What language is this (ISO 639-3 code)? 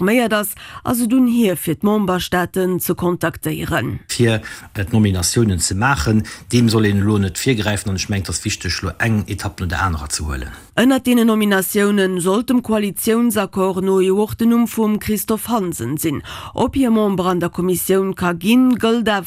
ltz